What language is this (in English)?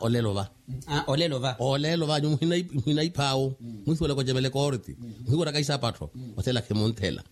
Makhuwa